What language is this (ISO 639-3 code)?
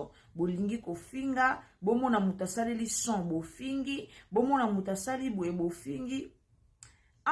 lin